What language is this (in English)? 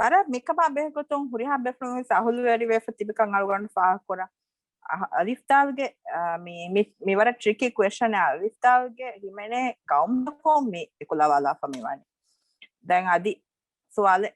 Divehi